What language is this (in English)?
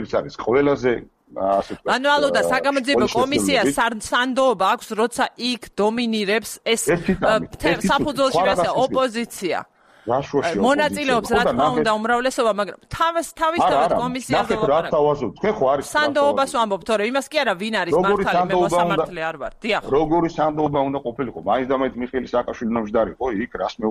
Georgian